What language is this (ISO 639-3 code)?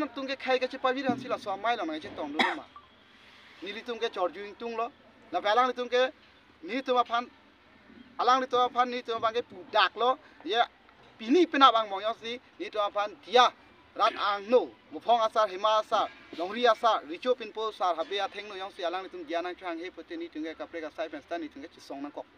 mjw